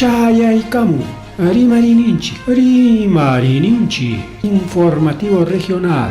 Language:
Ayacucho Quechua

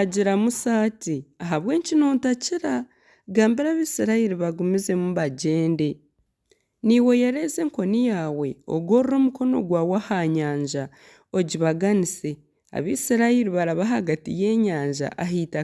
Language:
Nyankole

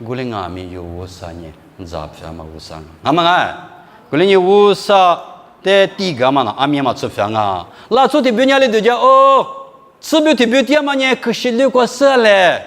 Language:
Lisu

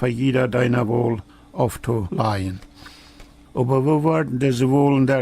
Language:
Plautdietsch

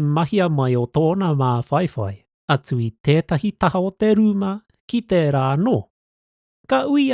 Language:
Māori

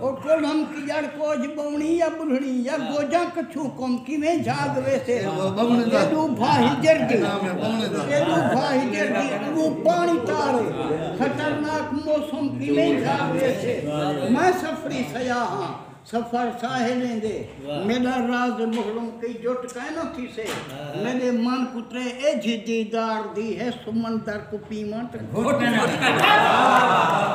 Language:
Saraiki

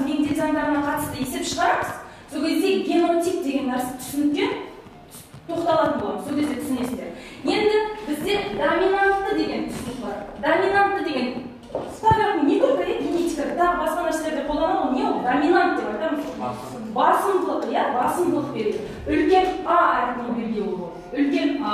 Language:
Kazakh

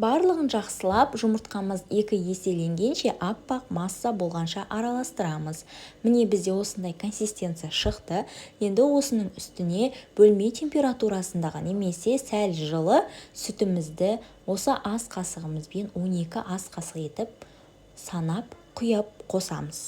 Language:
Kazakh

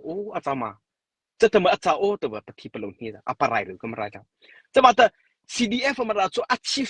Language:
Mara Chin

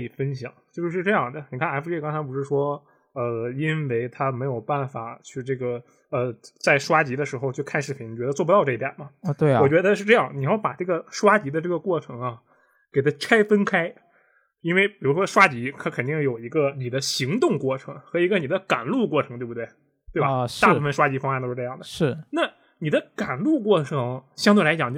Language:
Chinese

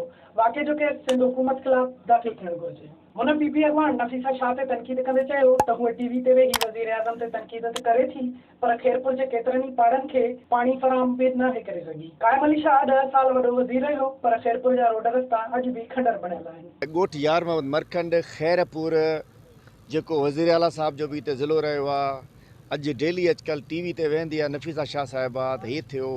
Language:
Sindhi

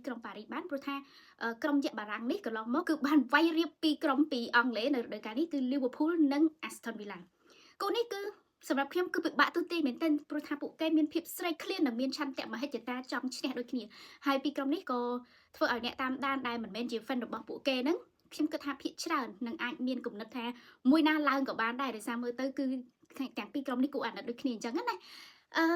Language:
Khmer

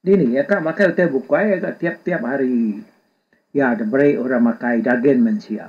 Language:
Iban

